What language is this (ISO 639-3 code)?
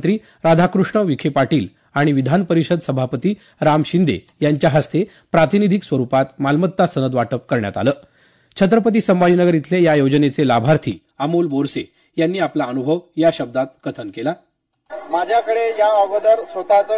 mar